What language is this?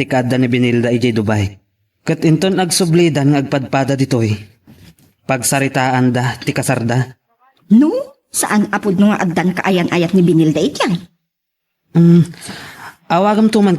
Iloko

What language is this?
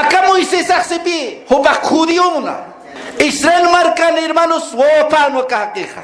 Aymara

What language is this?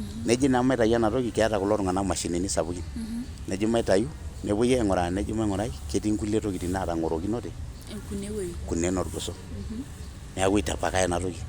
Masai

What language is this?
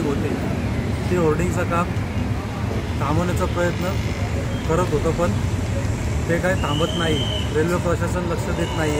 Marathi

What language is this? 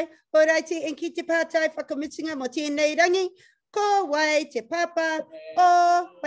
Māori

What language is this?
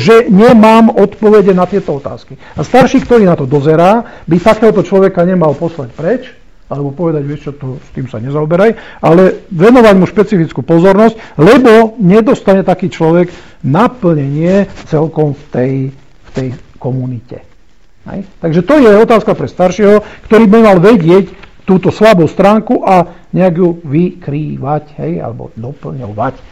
Slovak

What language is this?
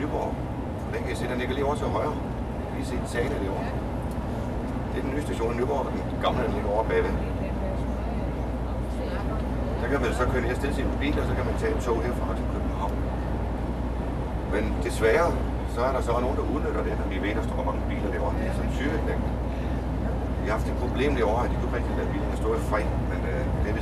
Danish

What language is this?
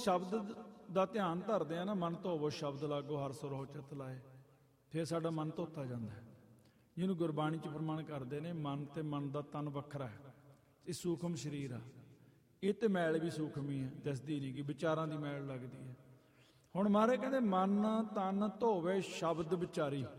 Punjabi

